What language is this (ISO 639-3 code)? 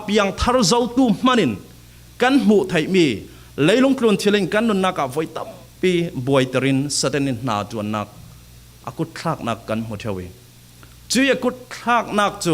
cfm